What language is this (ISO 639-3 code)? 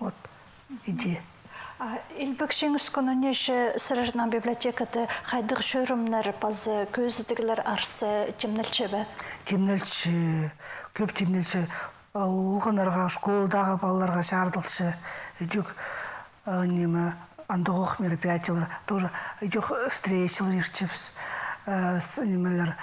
kjh